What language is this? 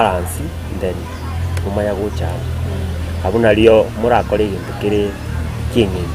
Gusii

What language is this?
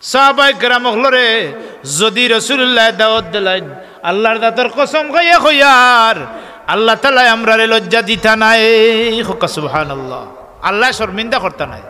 Sylheti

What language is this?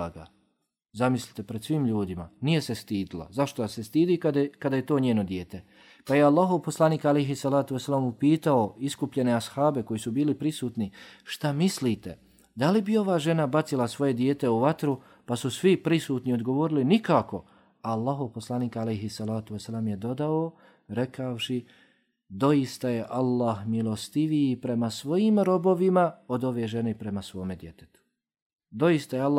Bosnian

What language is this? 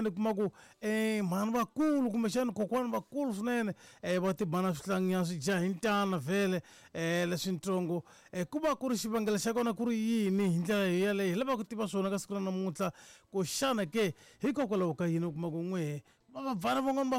Tsonga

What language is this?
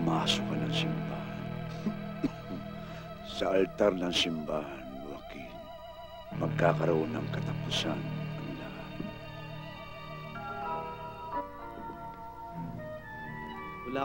Filipino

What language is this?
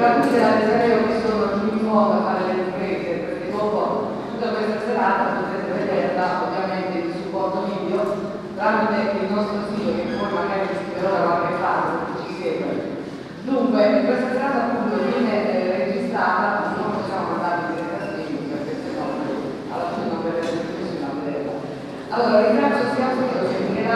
Italian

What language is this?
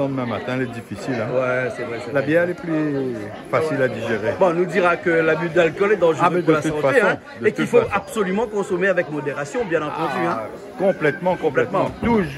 Réunion Creole French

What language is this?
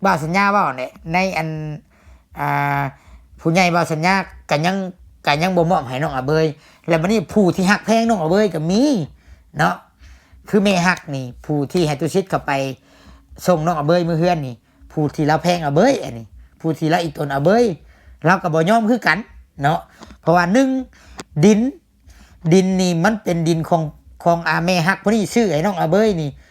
Lao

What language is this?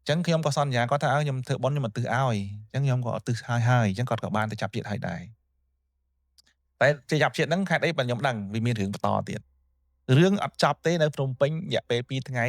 Khmer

